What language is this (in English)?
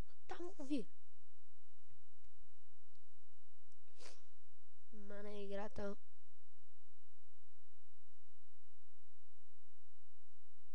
Bulgarian